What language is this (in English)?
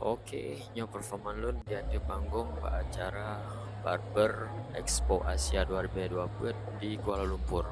Achinese